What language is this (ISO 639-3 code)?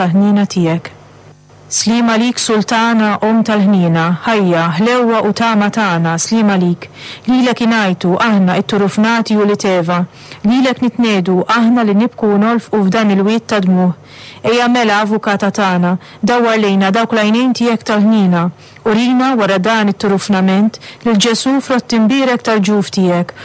mlt